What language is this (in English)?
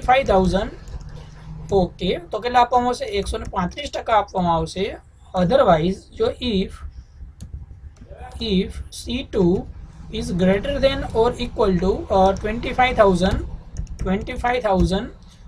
Gujarati